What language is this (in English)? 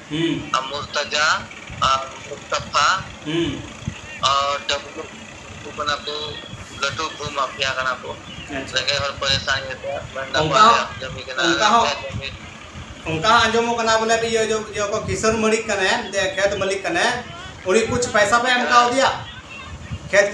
Santali